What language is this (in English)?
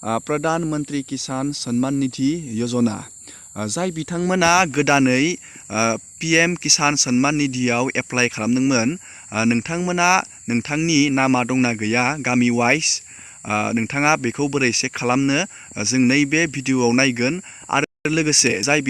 Bodo